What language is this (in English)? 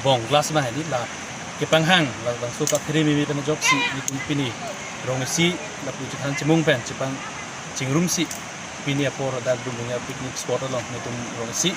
Karbi